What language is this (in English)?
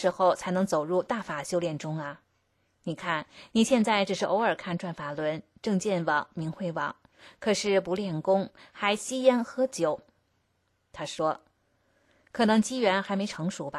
Chinese